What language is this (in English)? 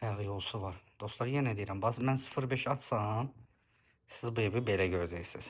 Azerbaijani